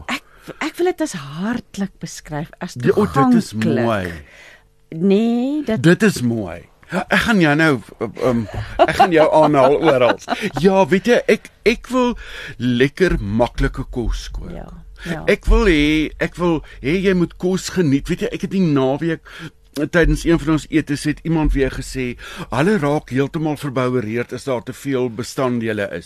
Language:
Afrikaans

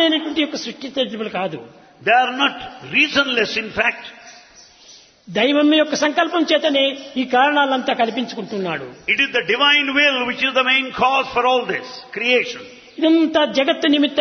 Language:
Telugu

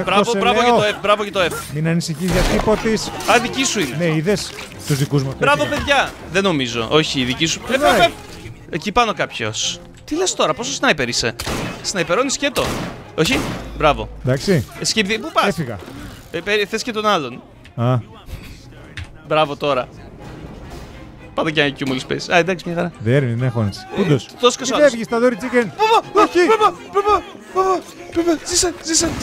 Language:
Greek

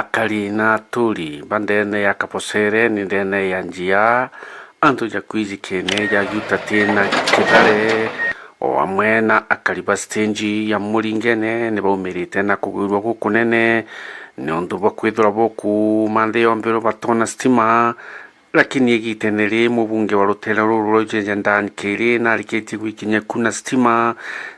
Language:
Meru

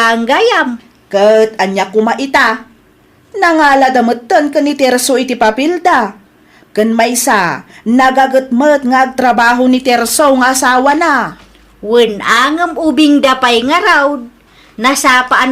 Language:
Iloko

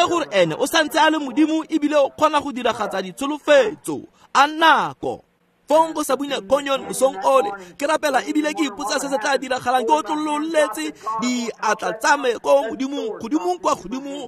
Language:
Tswana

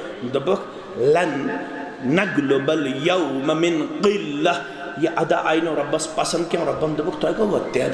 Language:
Kashmiri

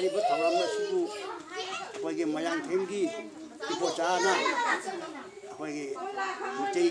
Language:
Manipuri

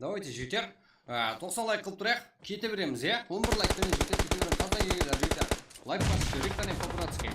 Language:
Kara-Kalpak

